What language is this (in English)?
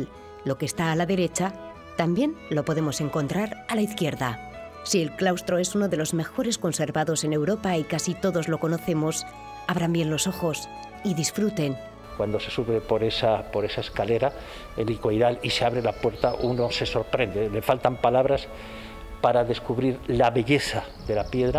Spanish